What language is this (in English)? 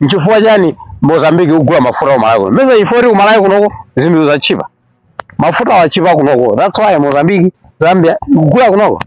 Nyanja